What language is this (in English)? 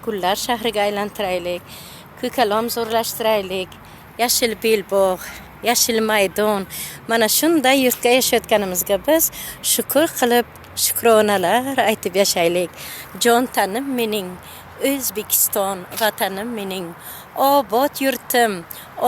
Uzbek